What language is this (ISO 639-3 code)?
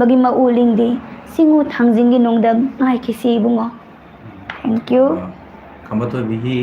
mni